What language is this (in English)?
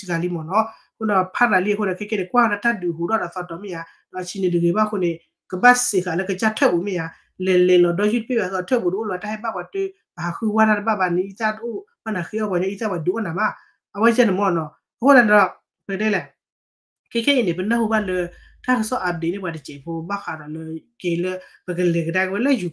S'gaw Karen